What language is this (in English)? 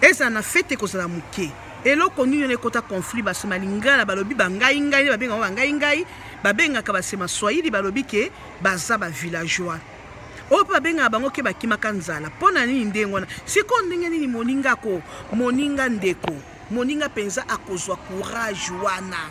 Lingala